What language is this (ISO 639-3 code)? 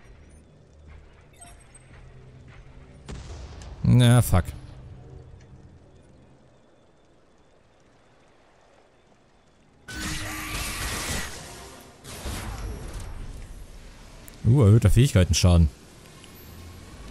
deu